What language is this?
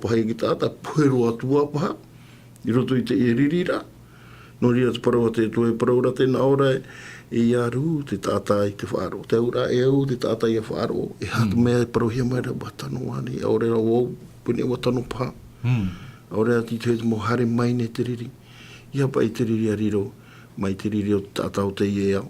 Tahitian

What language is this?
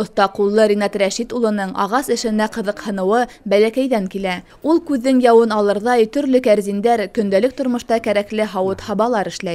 Bashkir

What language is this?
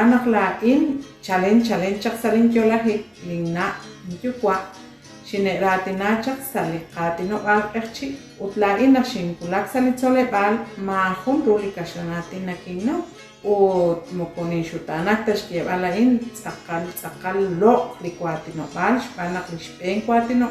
Kekchí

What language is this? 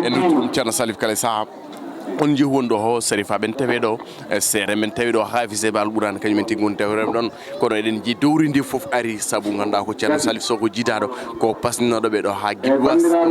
Fula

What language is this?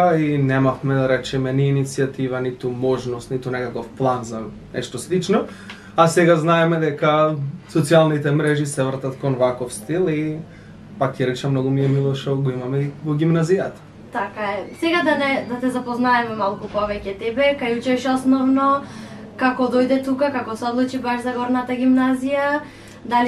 Macedonian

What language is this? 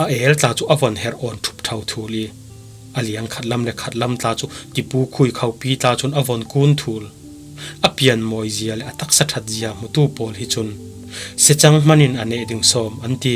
Falam Chin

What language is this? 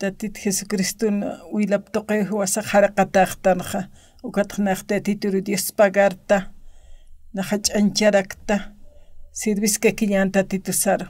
Aymara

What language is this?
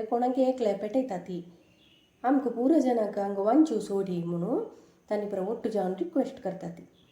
Konkani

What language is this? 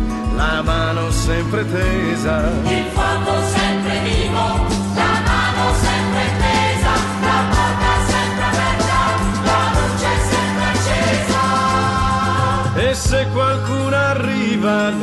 Italian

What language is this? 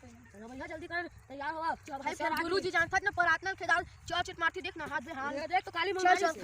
Chhattisgarhi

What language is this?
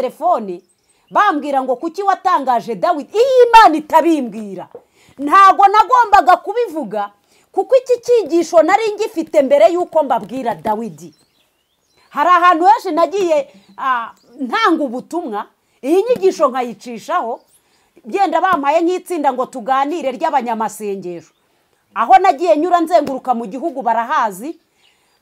Kinyarwanda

